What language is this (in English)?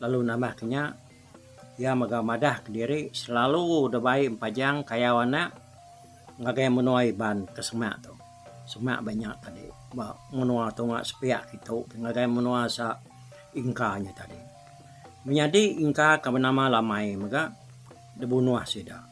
Iban